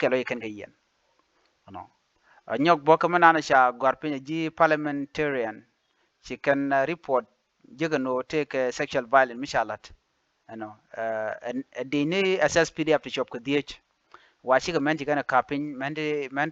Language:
Nuer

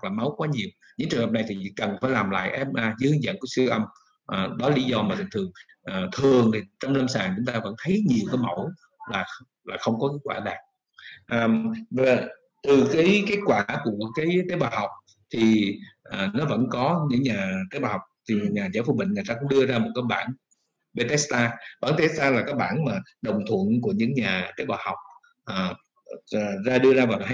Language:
Vietnamese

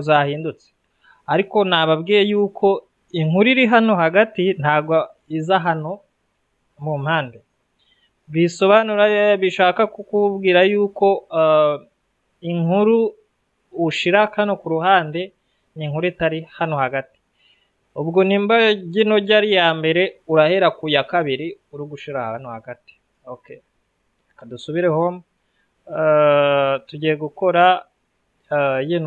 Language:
Kinyarwanda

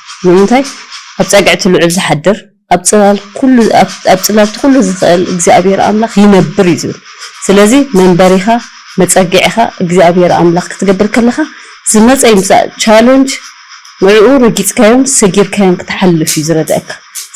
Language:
Tigrinya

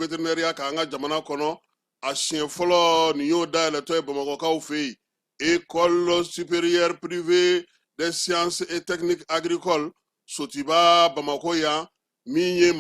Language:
Bambara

